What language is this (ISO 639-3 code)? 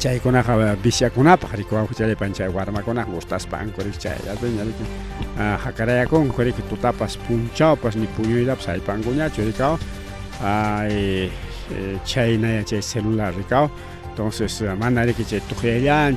quy